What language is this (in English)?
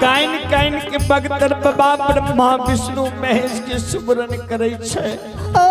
Maithili